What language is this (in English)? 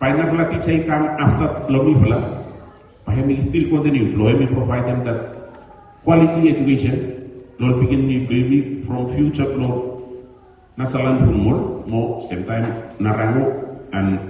Bislama